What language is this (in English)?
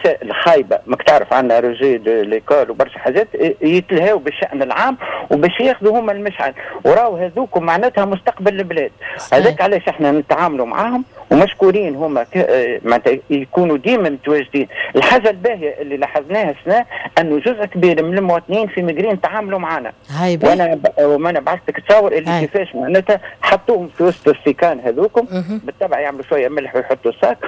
Tunisian Arabic